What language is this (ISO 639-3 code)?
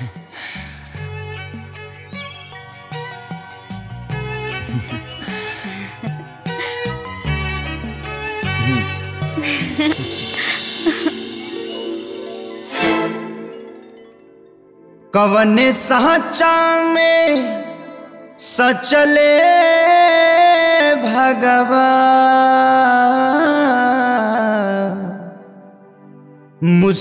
bho